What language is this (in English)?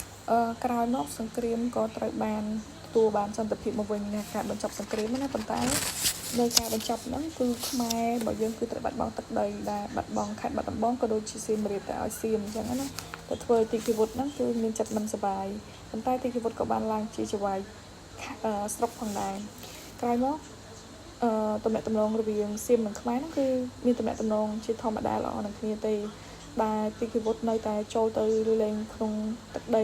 Khmer